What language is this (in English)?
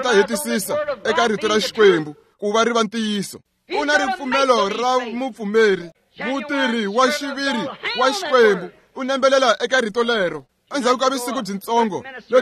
Tsonga